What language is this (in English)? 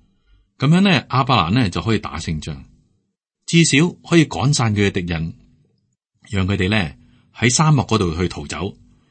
Cantonese